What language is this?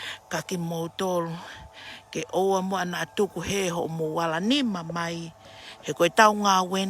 Tongan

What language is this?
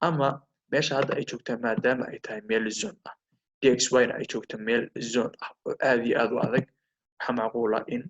Somali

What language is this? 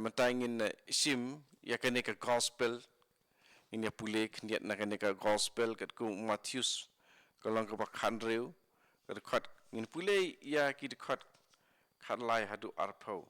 Khasi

